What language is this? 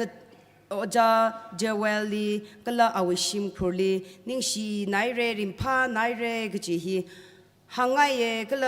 Tangkhul Naga (India)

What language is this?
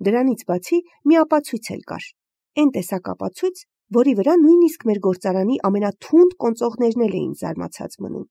Armenian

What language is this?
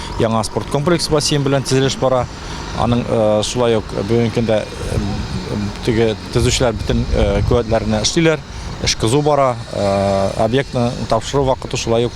Tatar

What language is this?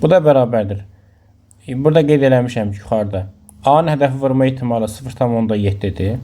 Azerbaijani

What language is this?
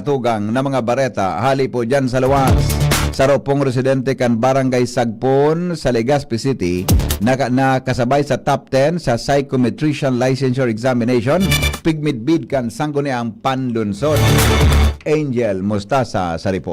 Bikol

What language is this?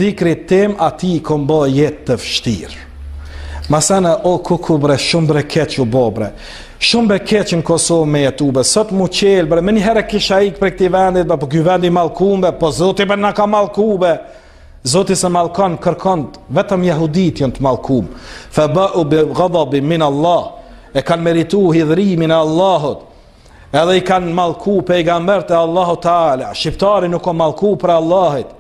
Albanian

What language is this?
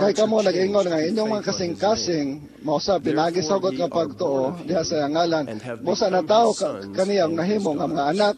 Cebuano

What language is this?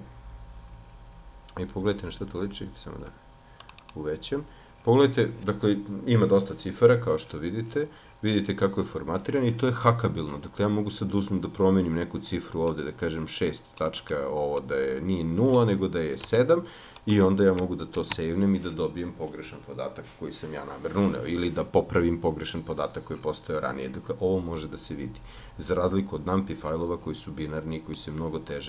Serbian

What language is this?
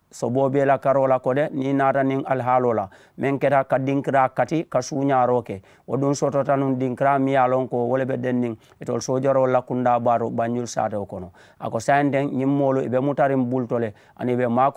Mandingo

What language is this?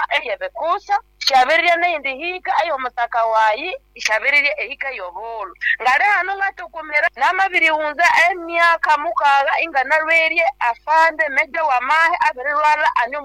Nyoro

